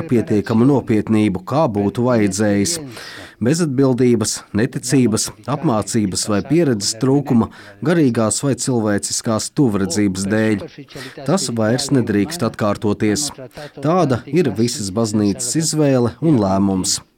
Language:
Latvian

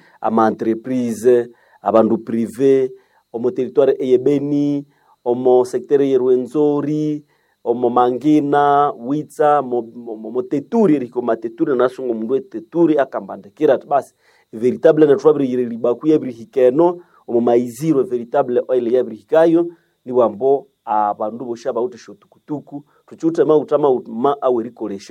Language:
Nande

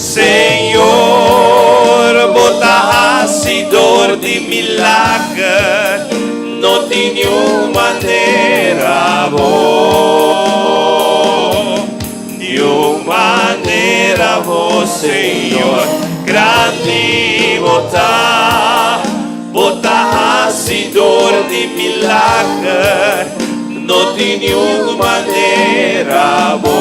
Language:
Papiamento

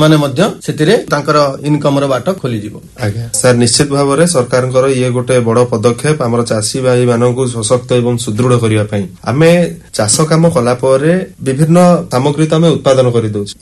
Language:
Odia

